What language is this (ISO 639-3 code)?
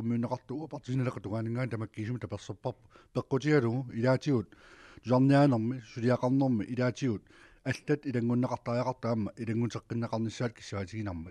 kal